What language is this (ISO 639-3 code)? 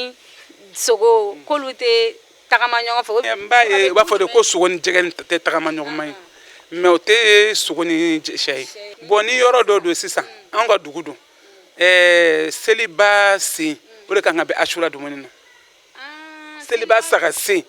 bam